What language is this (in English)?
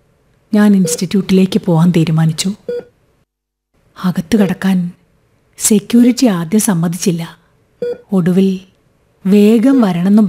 Malayalam